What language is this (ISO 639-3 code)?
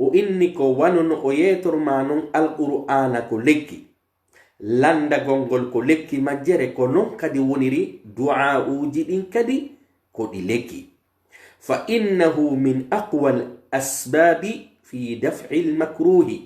fuf